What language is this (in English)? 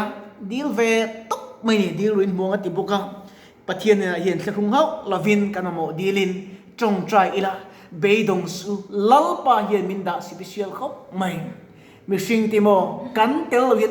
Mizo